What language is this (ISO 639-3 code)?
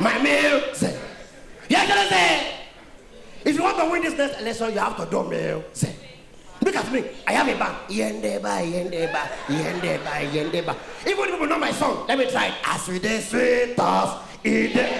pcm